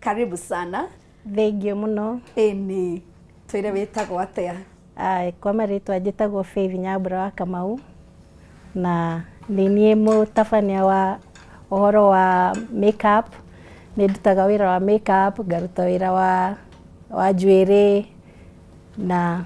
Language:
Kikuyu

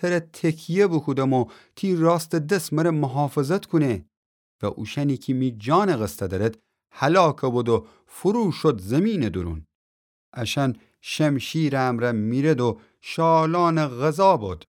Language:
Gilaki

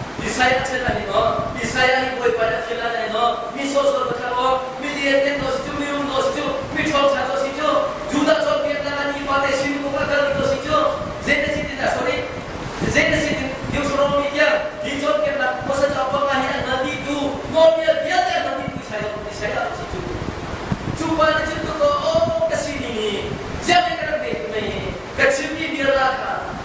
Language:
Hakha Chin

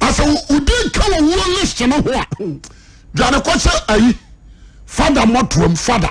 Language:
Akan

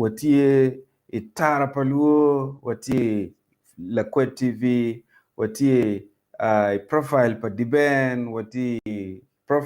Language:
Acoli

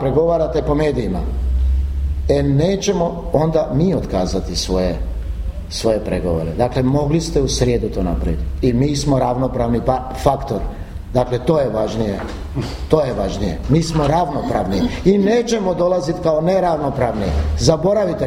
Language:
Croatian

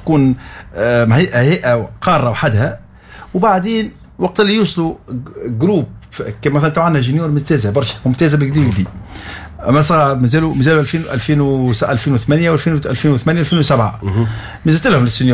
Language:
Tunisian Arabic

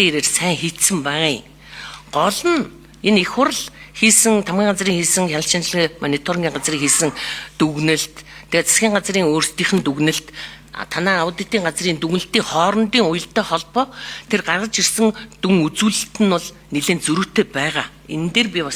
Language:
Mongolian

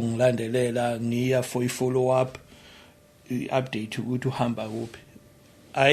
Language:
Zulu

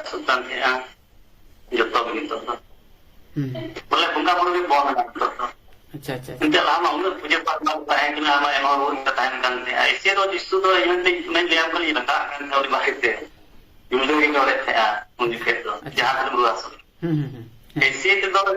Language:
Santali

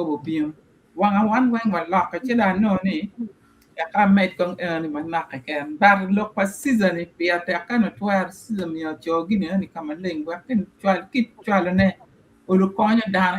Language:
Acoli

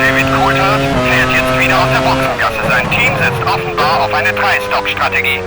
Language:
Bavarian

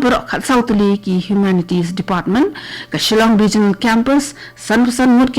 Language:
Khasi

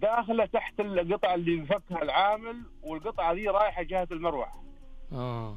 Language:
Najdi Arabic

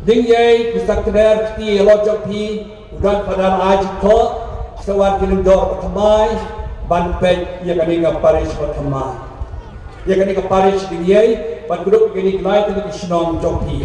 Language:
Khasi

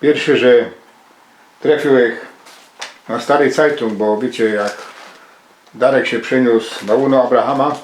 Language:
Silesian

